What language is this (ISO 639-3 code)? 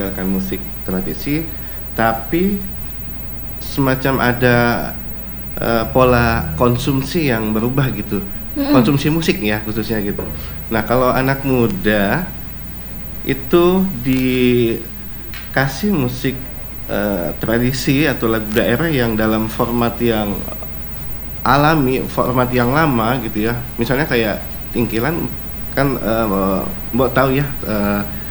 ind